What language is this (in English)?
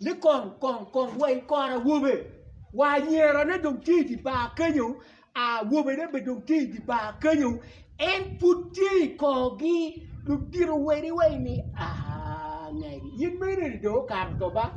Acoli